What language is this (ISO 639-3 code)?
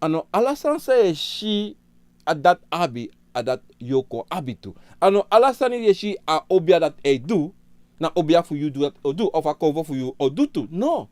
srn